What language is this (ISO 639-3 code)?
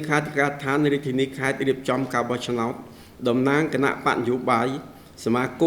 khm